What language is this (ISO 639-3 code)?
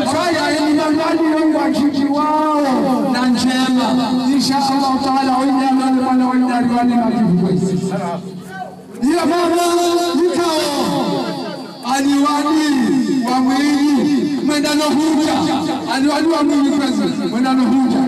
swa